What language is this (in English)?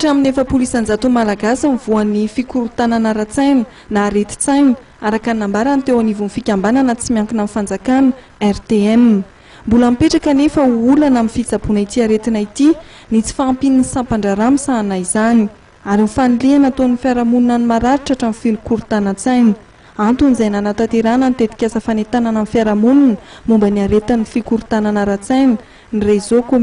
Malagasy